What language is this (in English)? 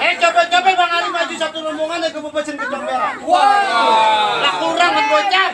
Betawi